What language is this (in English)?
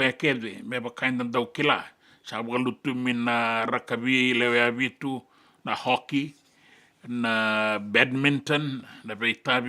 Fijian